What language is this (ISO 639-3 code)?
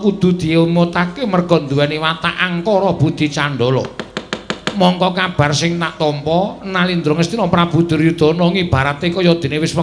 jav